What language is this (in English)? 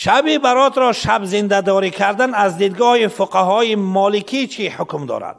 Persian